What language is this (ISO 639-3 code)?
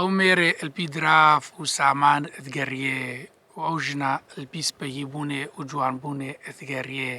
kur